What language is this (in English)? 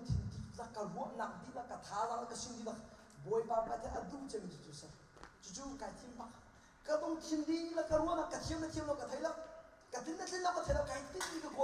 Hakha Chin